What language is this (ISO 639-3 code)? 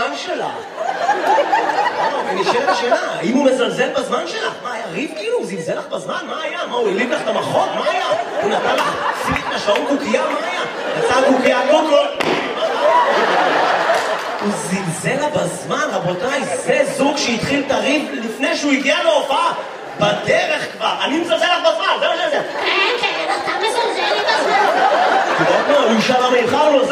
heb